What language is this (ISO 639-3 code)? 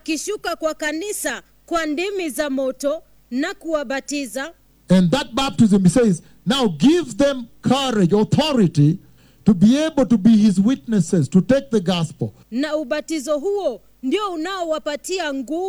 swa